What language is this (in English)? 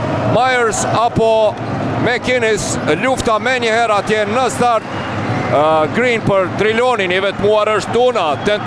Albanian